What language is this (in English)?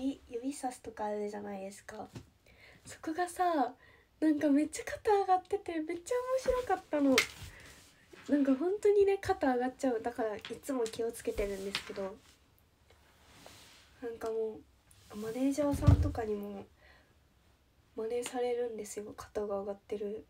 Japanese